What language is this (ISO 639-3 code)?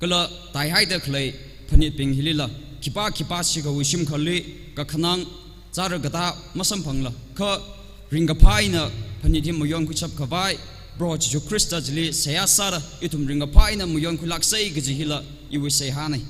nmf